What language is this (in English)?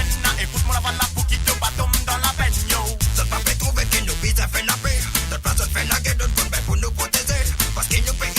Morisyen